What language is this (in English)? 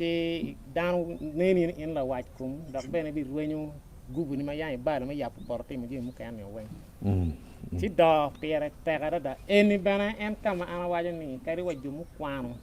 Acoli